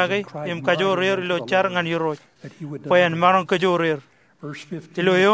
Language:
Marshallese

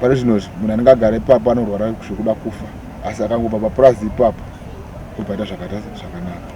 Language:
Shona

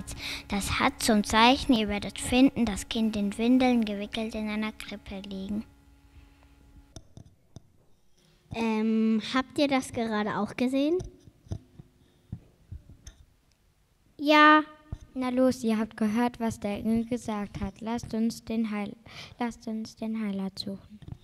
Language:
German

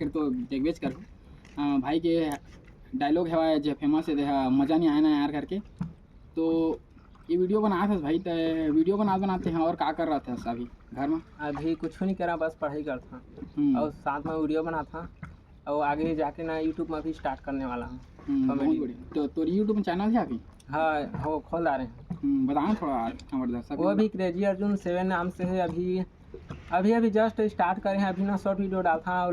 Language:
Chhattisgarhi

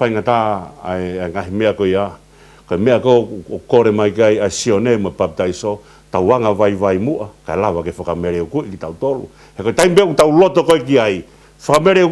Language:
Tongan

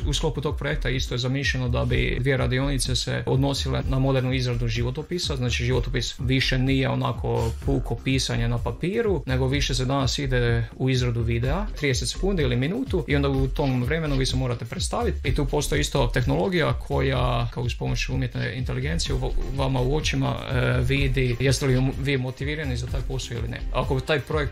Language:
Croatian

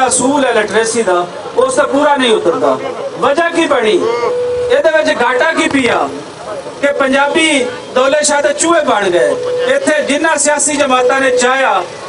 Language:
Western Panjabi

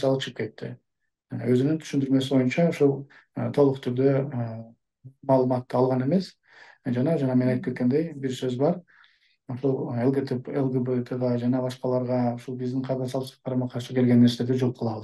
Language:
Kyrgyz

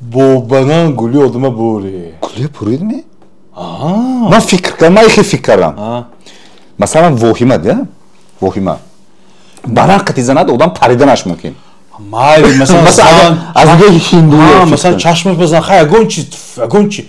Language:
Tajik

